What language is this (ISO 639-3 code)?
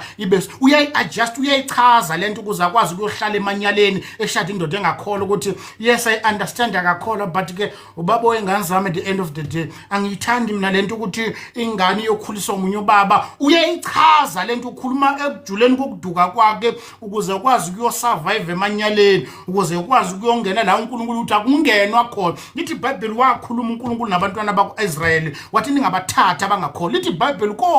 zul